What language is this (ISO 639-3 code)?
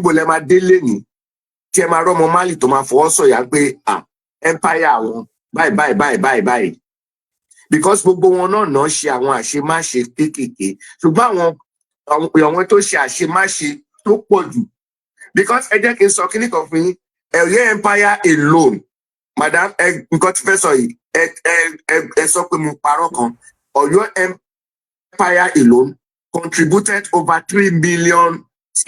yor